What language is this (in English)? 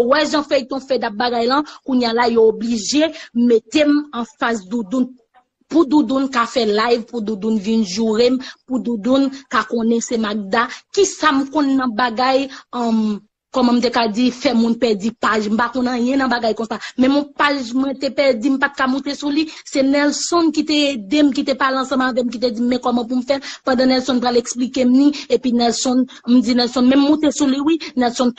Haitian Creole